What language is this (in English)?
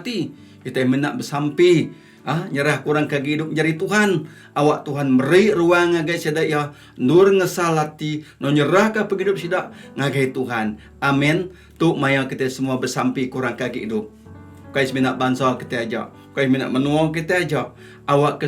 Iban